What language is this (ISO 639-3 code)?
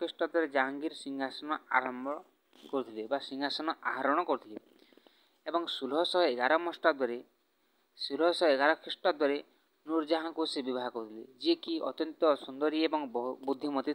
ori